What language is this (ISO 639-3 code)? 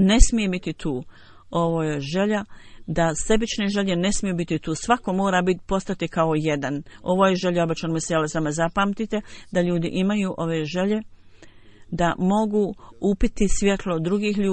bos